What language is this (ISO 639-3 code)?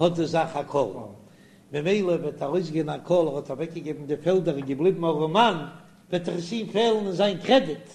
yid